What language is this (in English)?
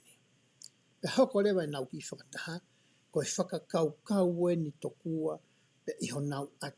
Tongan